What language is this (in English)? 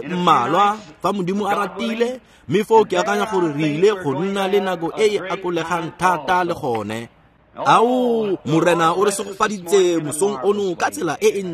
Tswana